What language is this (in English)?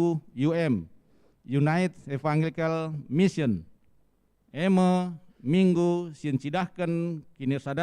Batak Karo